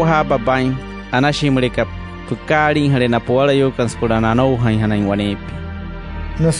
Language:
Wayuu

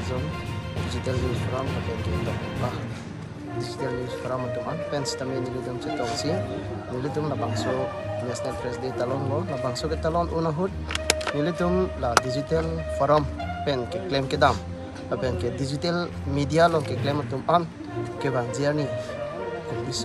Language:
Karbi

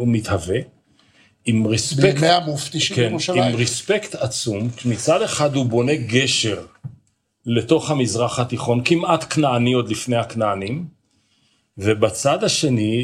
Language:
Hebrew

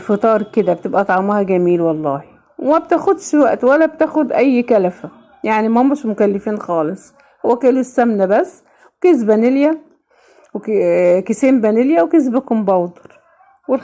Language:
Egyptian Arabic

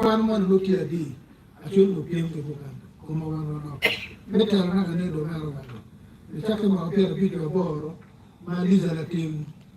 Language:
Acoli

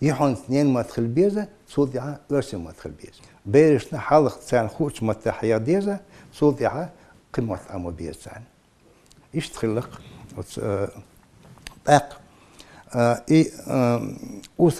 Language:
Chechen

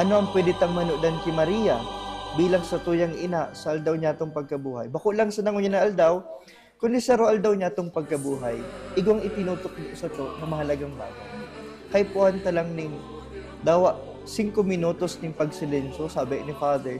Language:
Bikol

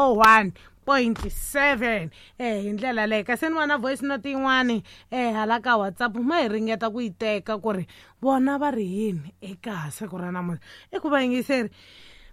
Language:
Tsonga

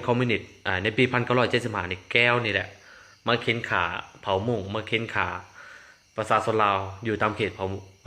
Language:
Lao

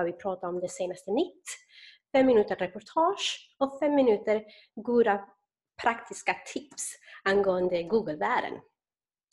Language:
Swedish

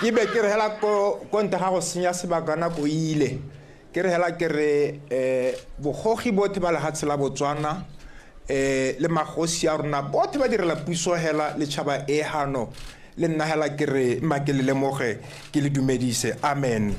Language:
Tswana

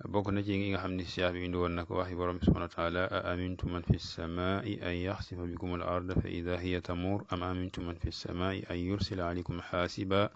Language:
Wolof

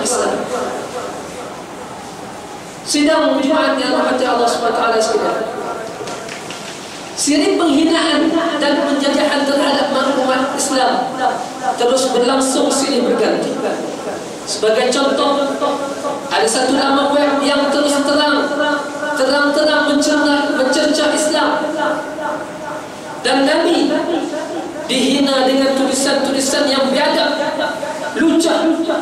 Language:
Malay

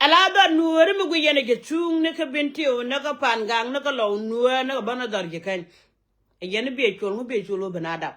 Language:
Nuer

